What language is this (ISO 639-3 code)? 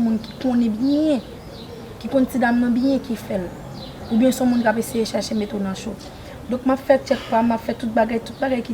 hat